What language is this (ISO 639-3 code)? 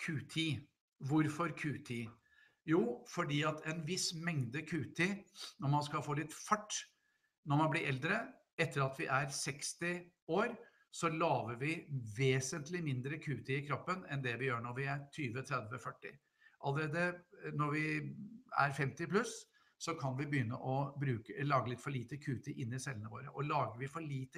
nor